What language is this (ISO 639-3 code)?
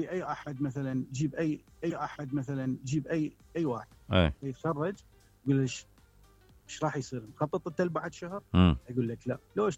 acm